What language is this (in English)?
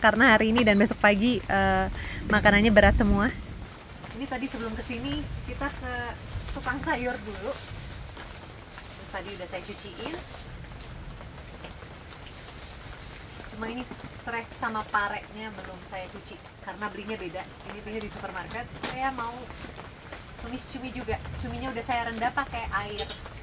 Indonesian